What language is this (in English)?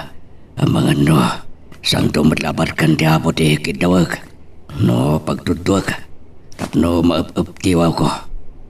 Iloko